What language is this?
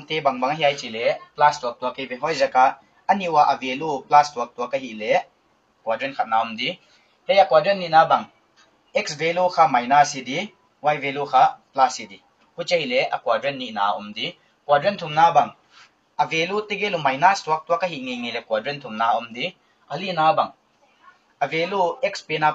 Paite Chin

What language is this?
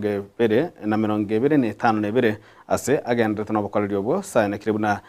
Gusii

